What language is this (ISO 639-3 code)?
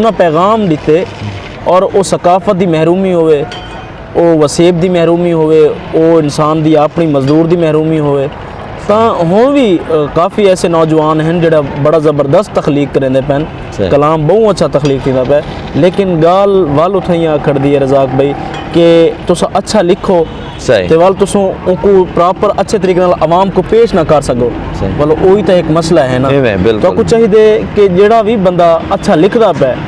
skr